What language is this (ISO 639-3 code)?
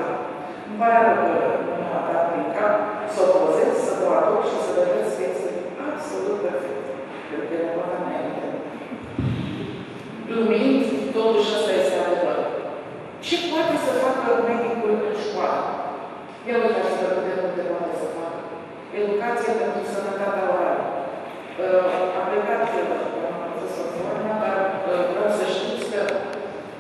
ron